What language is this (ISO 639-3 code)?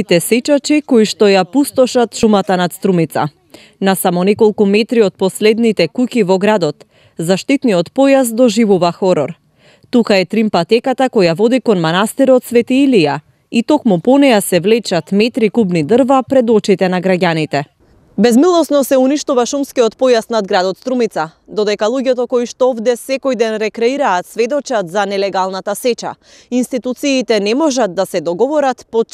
mkd